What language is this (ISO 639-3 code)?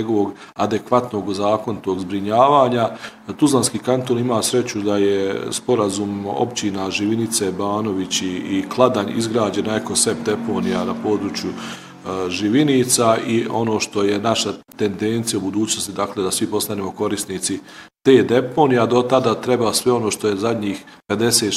bos